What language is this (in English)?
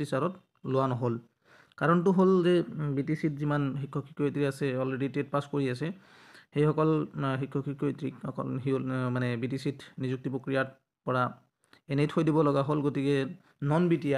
Assamese